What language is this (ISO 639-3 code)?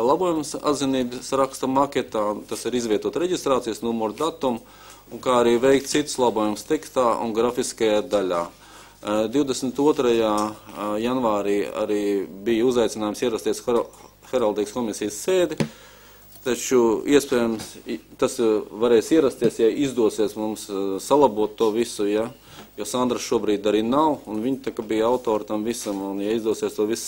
lav